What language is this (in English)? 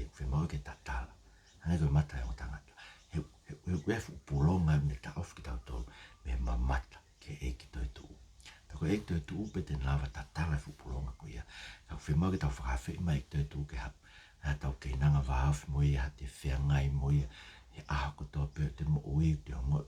Tongan